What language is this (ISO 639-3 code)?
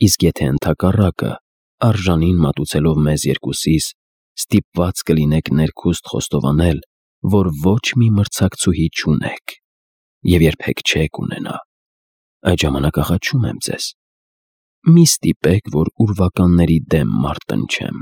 hye